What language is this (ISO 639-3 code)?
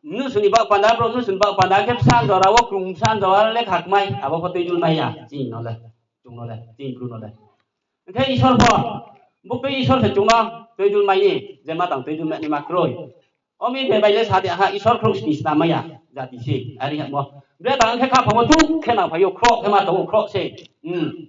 ria